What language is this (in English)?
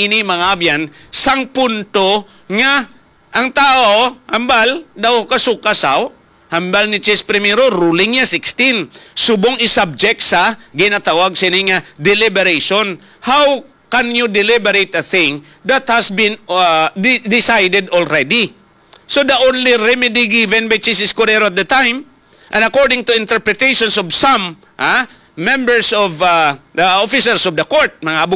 Hiligaynon